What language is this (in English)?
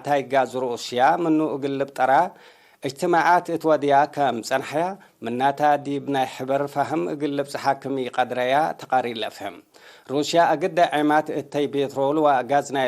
Tigre